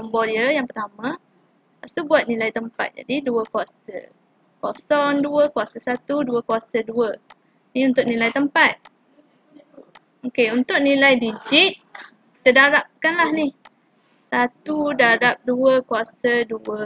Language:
Malay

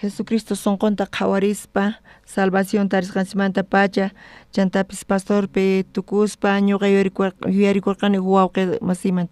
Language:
South Bolivian Quechua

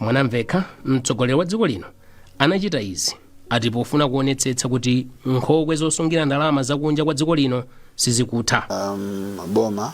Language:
Nyanja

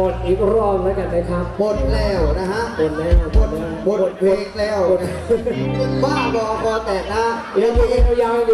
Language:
Thai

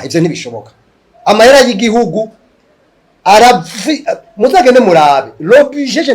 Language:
Rundi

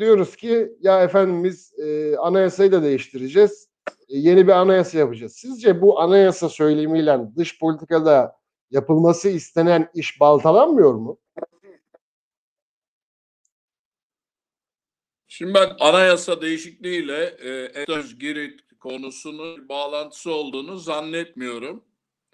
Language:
Turkish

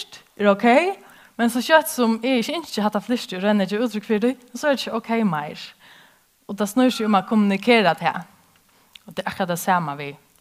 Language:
Faroese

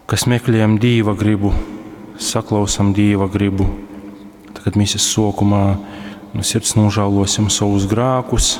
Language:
Latgalian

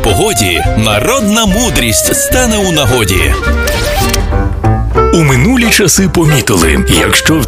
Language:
Ukrainian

